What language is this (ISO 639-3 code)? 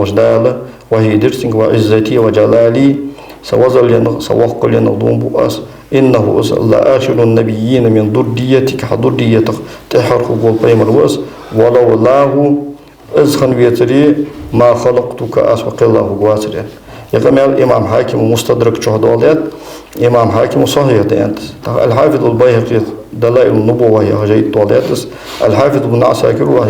inh